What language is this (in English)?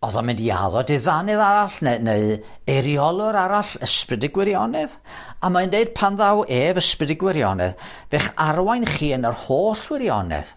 Welsh